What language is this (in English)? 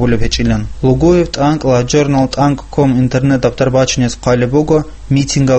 Avaric